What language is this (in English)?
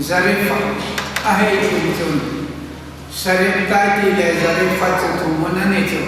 Hmar